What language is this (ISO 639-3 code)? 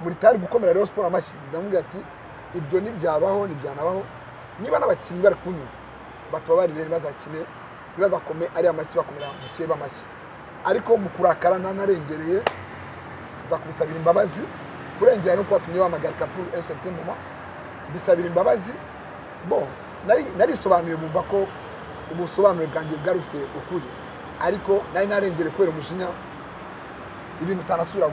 kin